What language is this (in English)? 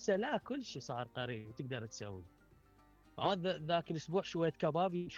Mesopotamian Arabic